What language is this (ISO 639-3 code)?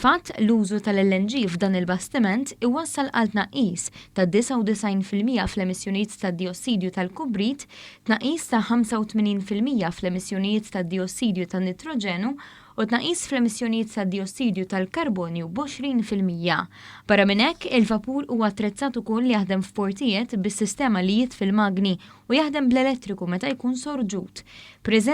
mlt